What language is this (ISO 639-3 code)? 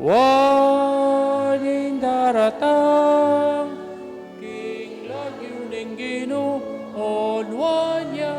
pam